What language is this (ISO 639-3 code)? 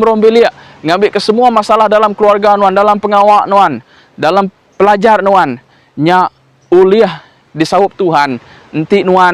iba